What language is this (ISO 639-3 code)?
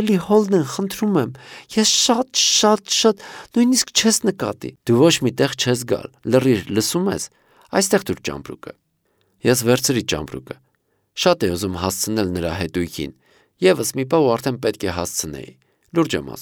hye